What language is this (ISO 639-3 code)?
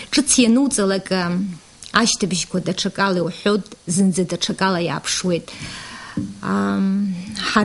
abk